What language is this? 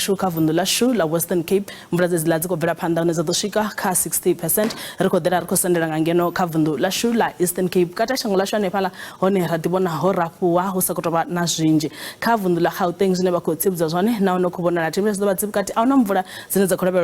Venda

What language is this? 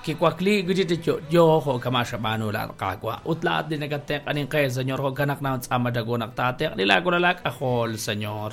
Kekchí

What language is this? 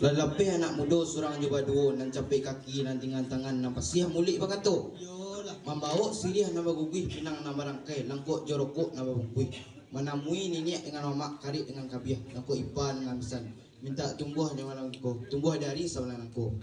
Minangkabau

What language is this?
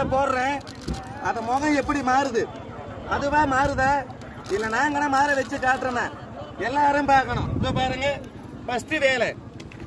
Tamil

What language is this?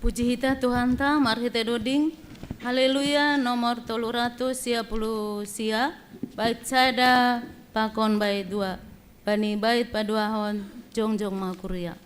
Batak Simalungun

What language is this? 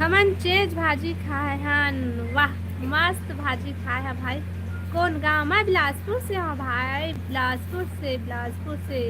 Chhattisgarhi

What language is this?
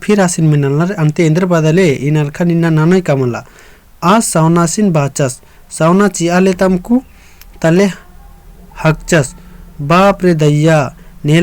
Kurukh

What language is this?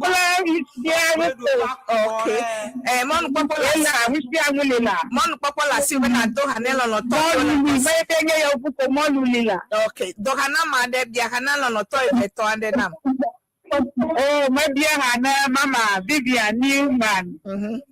Ewe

